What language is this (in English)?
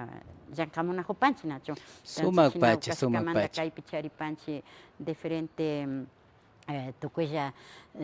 Imbabura Highland Quichua